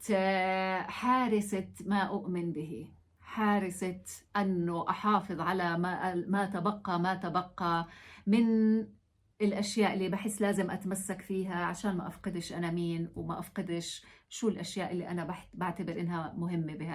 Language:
North Levantine Arabic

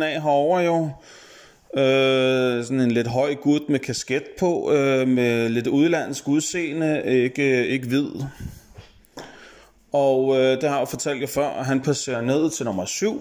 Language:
Danish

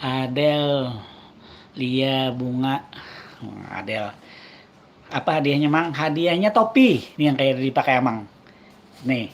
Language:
Banjar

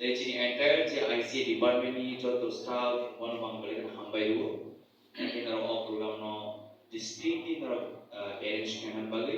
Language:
Kok Borok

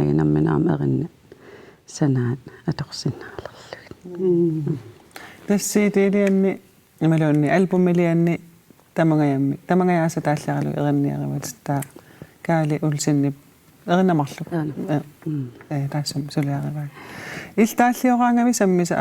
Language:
Kalaallisut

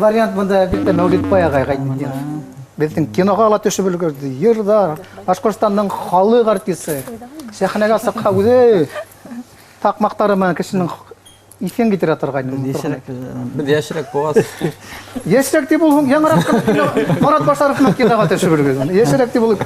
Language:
Bashkir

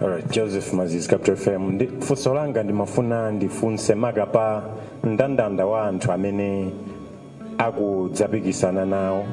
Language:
Nyanja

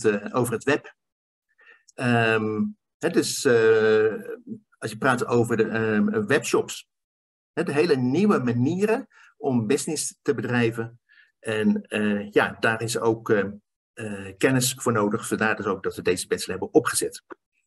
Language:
Dutch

